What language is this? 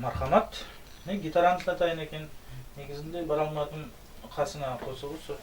Kara-Kalpak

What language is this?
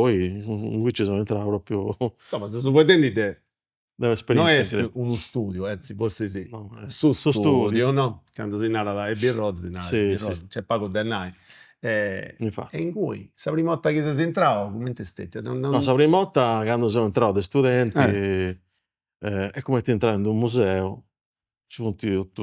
Sardinian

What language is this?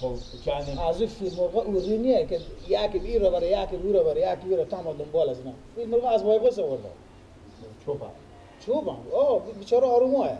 Persian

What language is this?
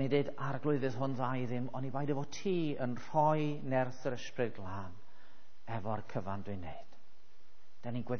Welsh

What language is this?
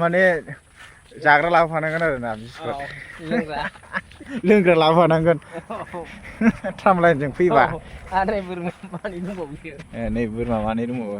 Bodo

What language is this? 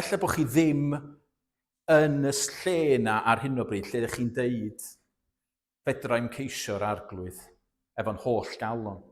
Welsh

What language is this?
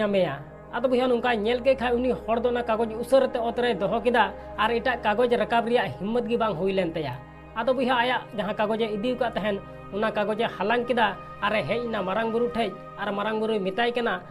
Santali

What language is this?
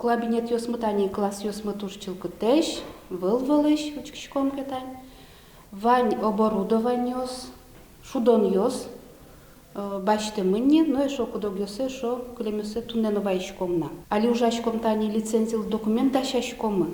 Udmurt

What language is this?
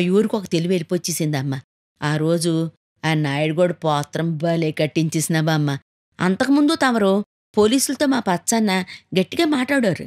Telugu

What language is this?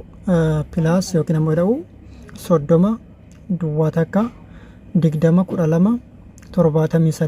Oromo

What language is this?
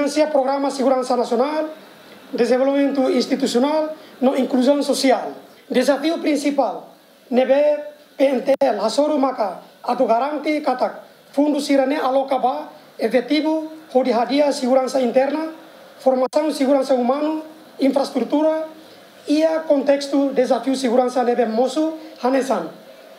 Tetum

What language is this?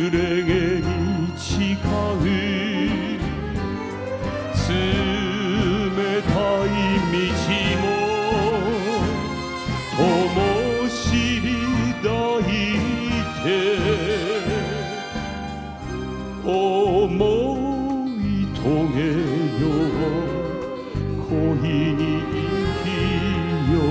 Japanese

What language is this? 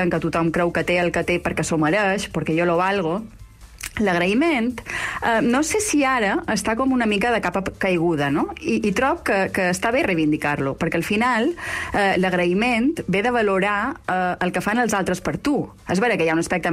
Catalan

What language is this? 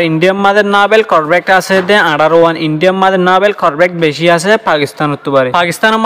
Rohingya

